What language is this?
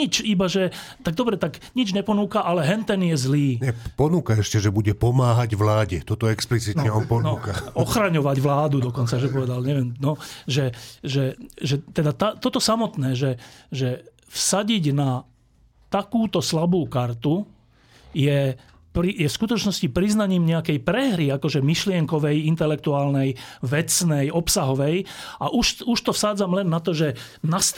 Slovak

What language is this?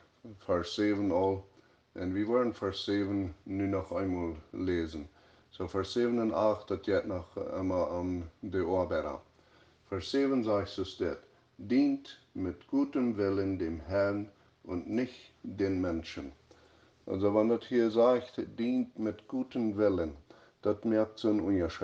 Plautdietsch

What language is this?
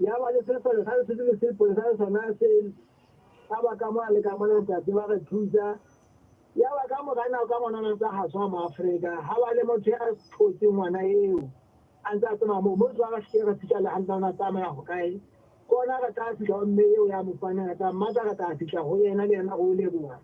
Southern Sotho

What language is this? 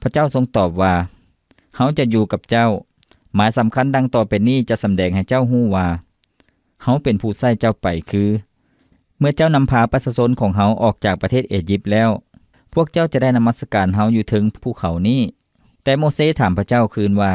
Lao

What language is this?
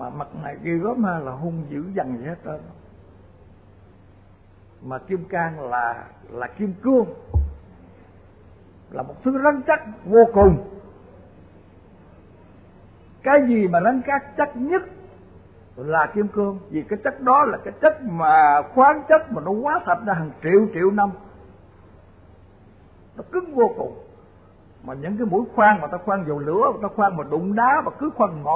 Vietnamese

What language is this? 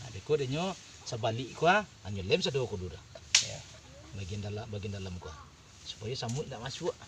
Minangkabau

